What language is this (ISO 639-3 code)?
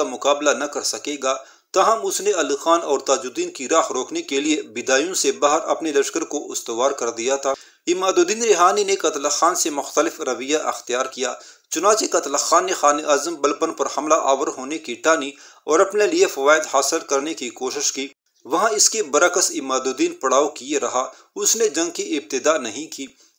urd